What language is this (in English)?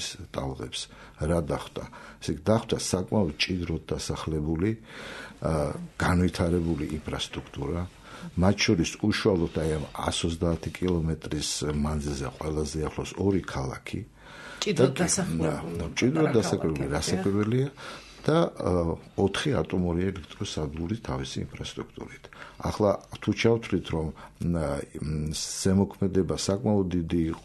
Georgian